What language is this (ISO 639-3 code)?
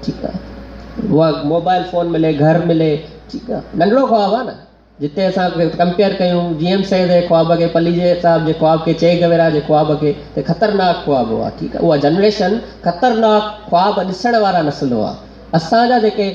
snd